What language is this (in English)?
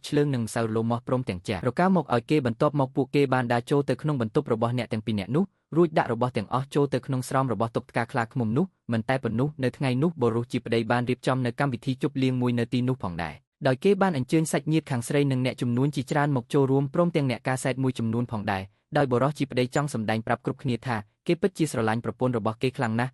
Khmer